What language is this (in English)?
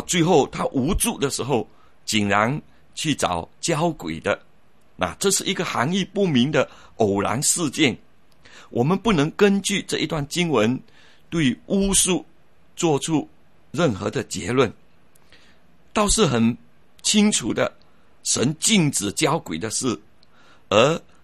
Chinese